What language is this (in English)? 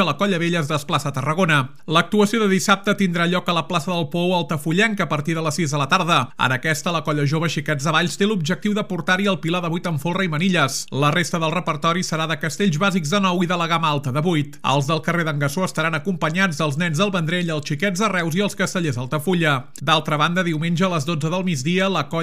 Catalan